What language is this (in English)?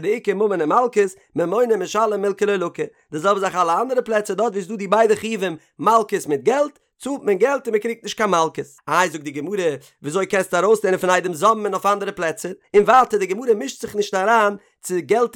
Yiddish